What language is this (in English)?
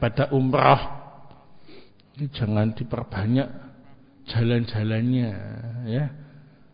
Indonesian